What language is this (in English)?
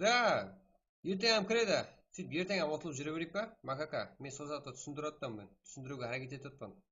Kara-Kalpak